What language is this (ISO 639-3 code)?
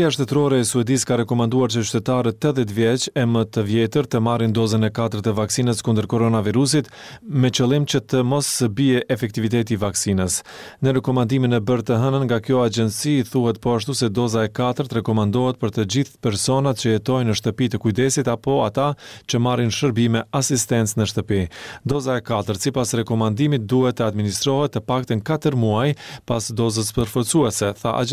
sqi